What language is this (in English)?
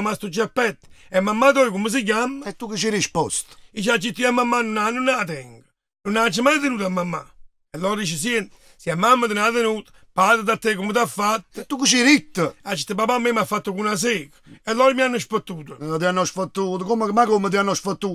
Neapolitan